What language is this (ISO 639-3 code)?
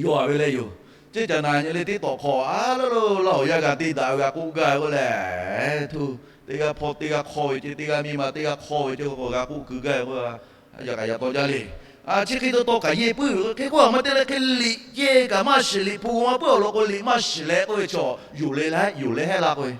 lhu